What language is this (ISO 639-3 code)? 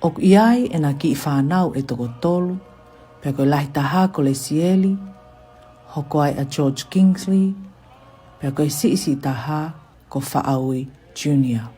ton